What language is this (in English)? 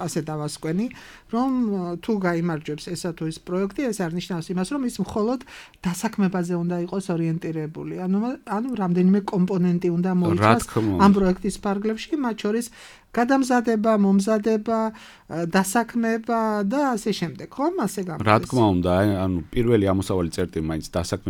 Georgian